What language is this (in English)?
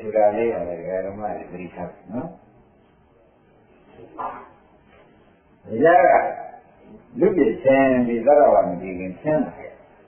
Burmese